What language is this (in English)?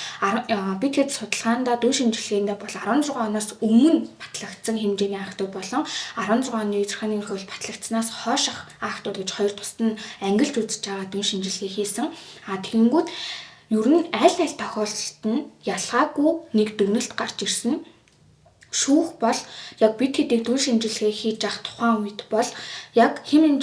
Mongolian